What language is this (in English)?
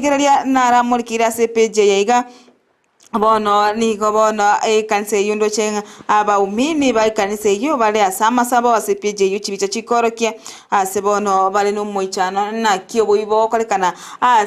Gusii